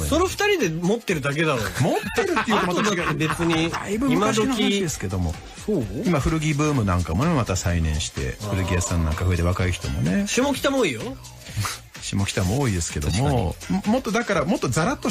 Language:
Japanese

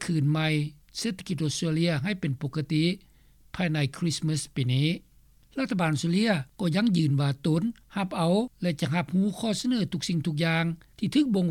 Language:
Lao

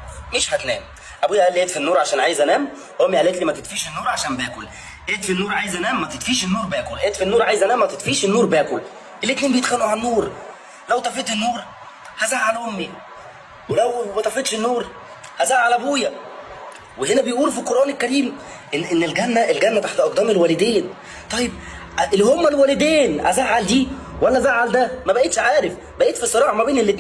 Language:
Egyptian Arabic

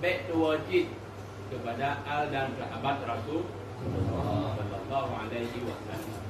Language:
Achinese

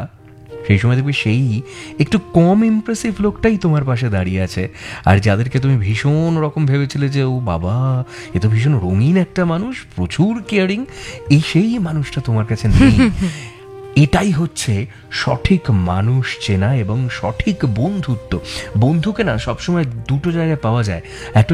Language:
Bangla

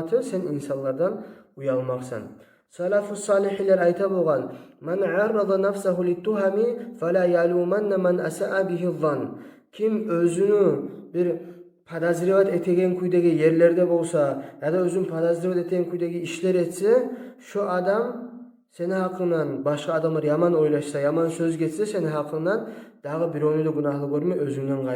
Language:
Kumyk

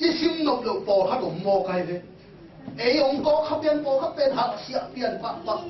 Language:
Tedim Chin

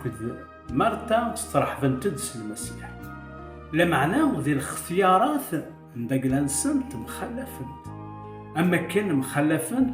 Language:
Kabyle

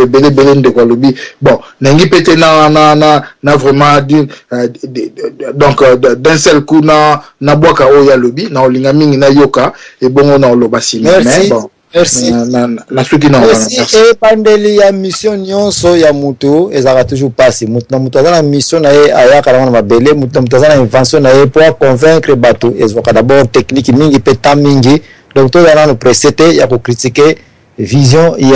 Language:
Lingala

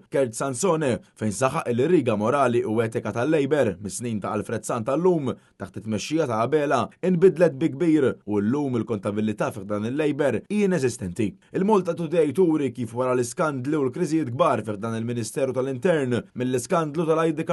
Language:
Maltese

